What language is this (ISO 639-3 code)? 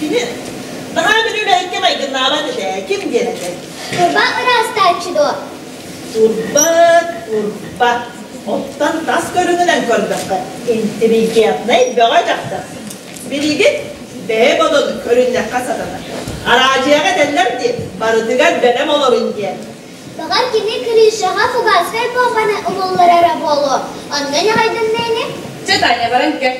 sah